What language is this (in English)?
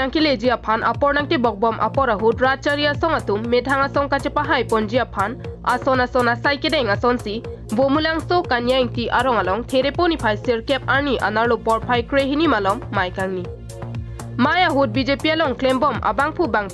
Karbi